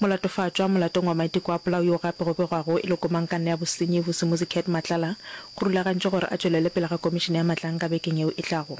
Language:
Northern Sotho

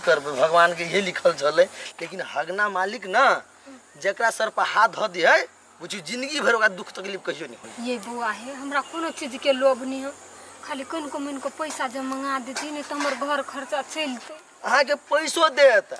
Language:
Maithili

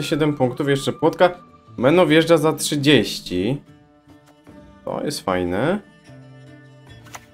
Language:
Polish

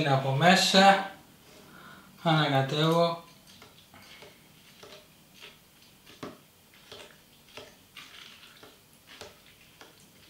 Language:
Greek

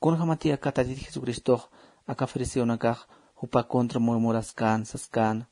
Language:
Aymara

